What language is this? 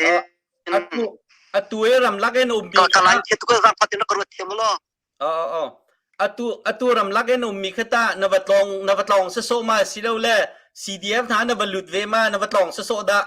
Hakha Chin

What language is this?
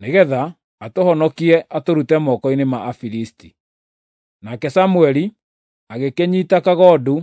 Kikuyu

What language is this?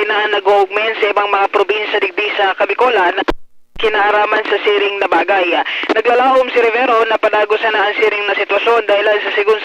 Bikol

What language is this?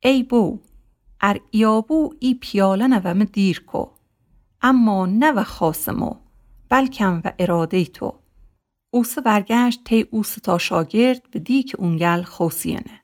Gilaki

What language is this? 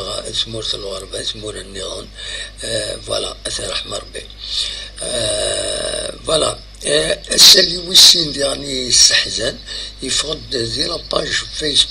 Kabyle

